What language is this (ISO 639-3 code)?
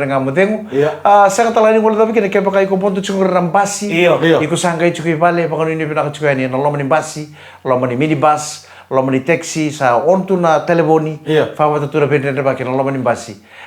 fij